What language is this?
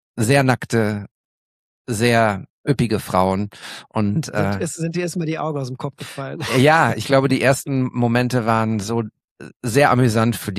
German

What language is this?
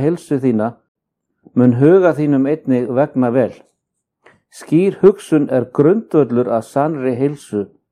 Icelandic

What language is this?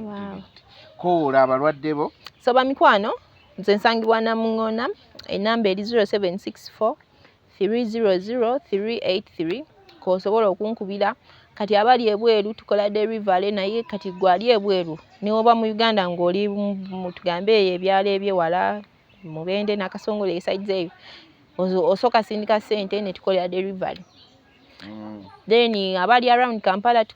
Ganda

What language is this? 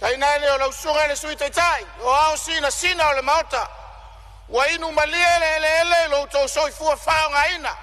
Samoan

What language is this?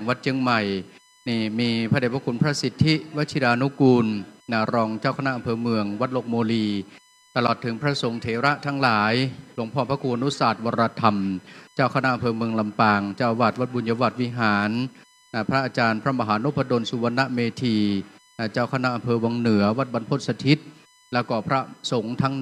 Pali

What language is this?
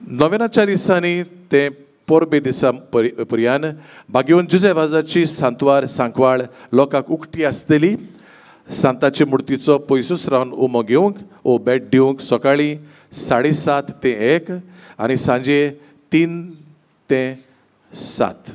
Konkani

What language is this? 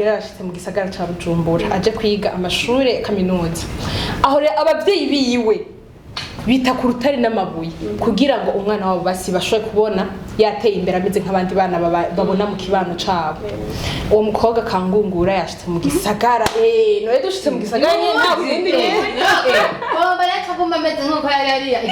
Rundi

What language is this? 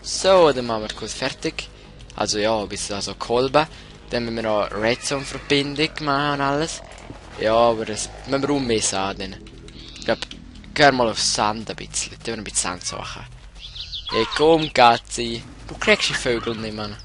Swiss German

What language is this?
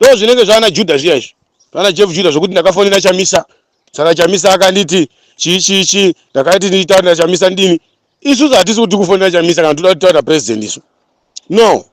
Shona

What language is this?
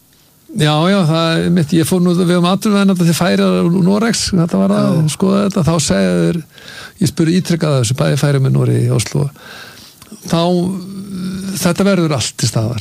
Icelandic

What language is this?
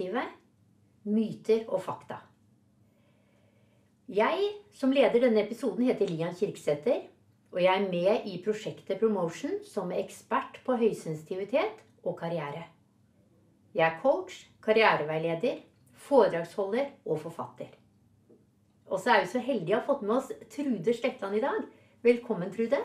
Norwegian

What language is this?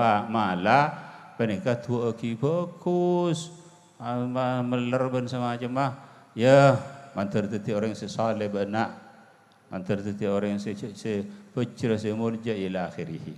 Madurese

